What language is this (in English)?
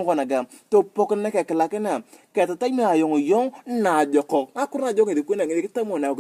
Turkana